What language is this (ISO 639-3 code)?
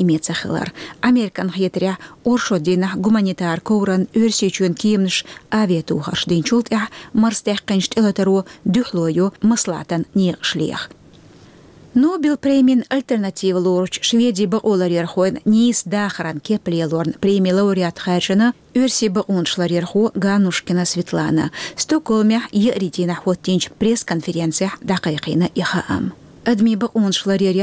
che